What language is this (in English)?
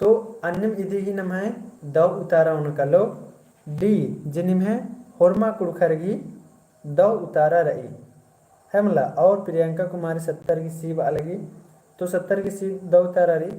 Kurukh